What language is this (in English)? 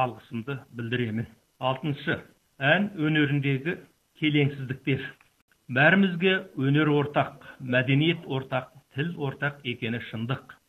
Kazakh